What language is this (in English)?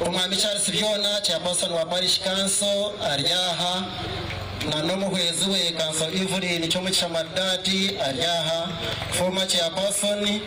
Nyankole